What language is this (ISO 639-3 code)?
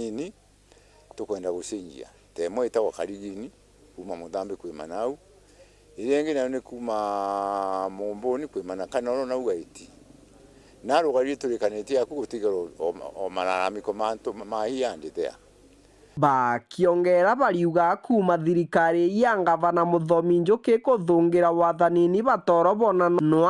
mer